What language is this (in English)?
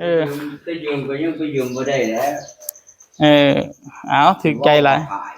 Northeastern Thai